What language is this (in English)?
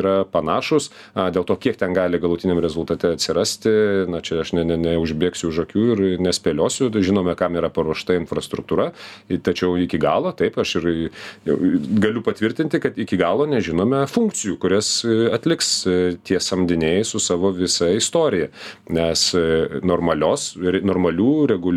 Lithuanian